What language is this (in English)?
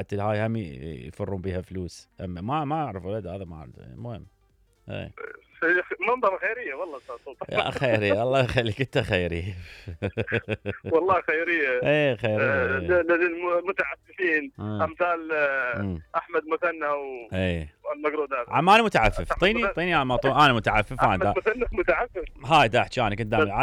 Mesopotamian Arabic